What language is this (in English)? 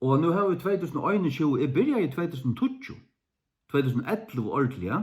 Faroese